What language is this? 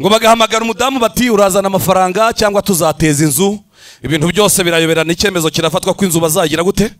Kinyarwanda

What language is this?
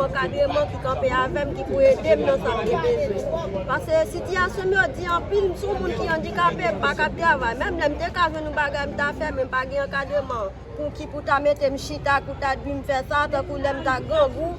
Haitian Creole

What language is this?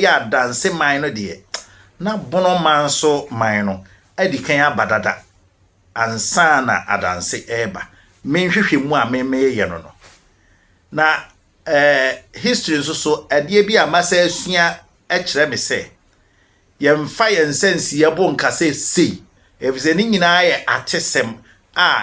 Akan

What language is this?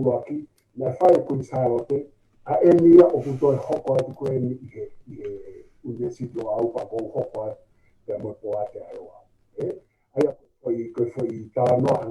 Tongan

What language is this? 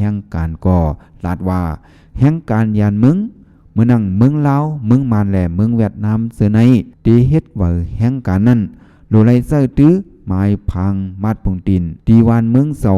Shan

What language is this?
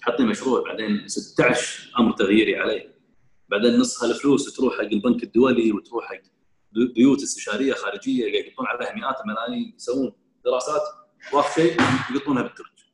Gulf Arabic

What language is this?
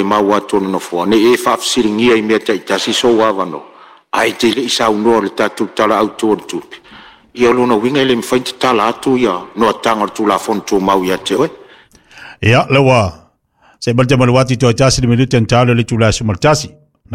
Samoan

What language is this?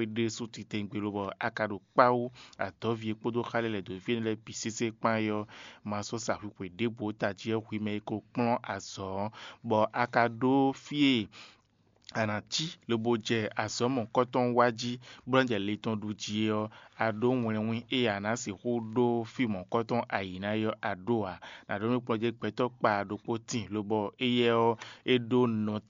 Fon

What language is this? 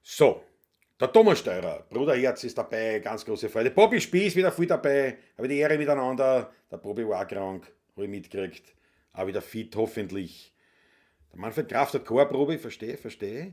Bavarian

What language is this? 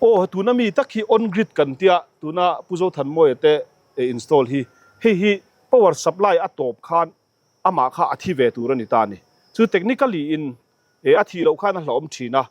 Mizo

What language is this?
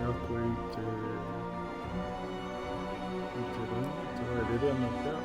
Māori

